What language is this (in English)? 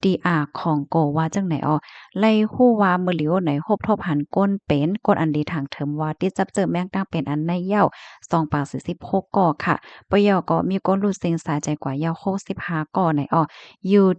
Shan